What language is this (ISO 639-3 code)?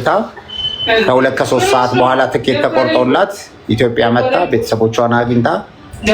amh